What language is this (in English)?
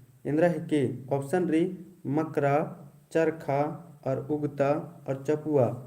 Kurukh